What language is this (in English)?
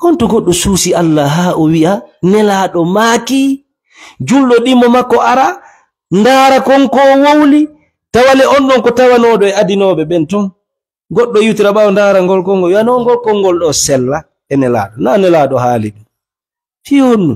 Fula